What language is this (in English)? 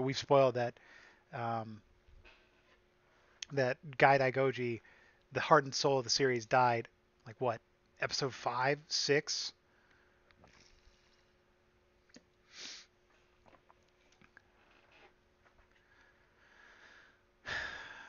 English